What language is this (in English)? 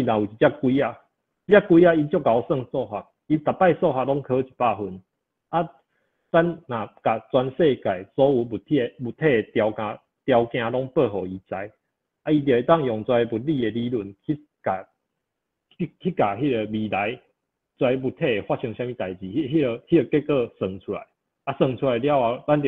Min Nan Chinese